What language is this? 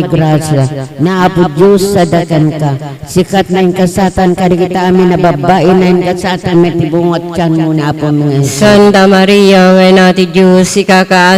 Iloko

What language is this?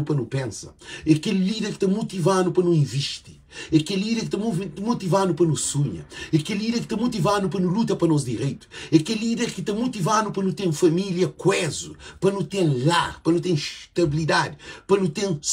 Kabuverdianu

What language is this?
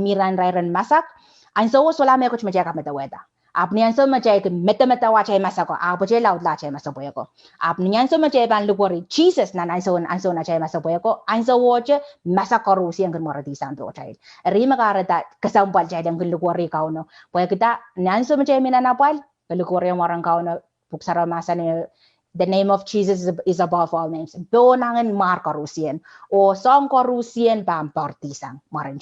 Pohnpeian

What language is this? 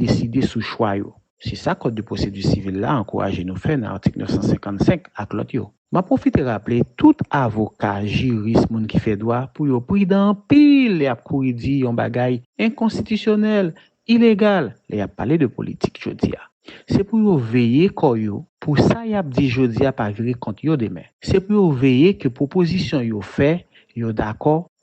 Haitian Creole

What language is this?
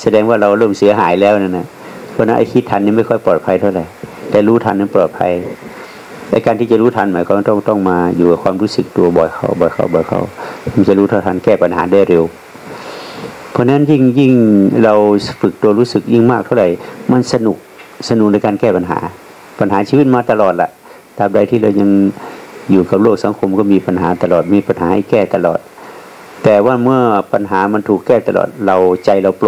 Thai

